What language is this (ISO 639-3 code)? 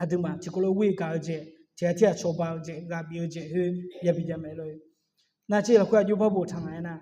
ahk